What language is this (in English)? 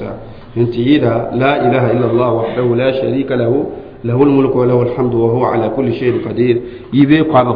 Mossi